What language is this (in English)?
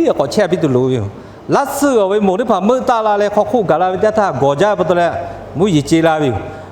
Lahu